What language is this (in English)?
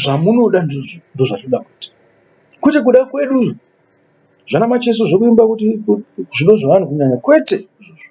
Shona